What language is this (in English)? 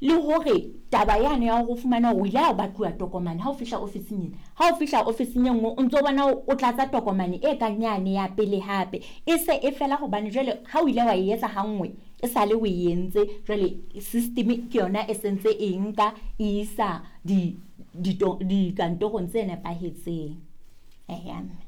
Southern Sotho